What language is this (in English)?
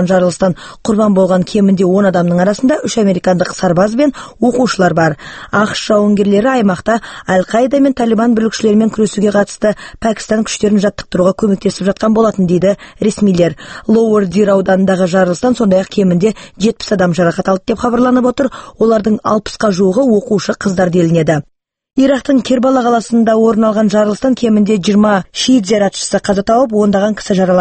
Kazakh